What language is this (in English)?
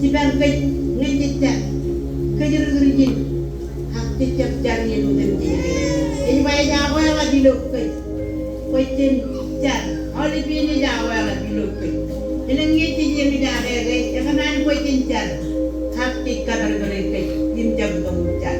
Marshallese